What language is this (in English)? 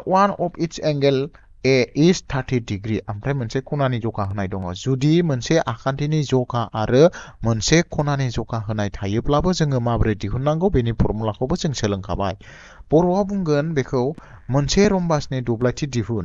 Bodo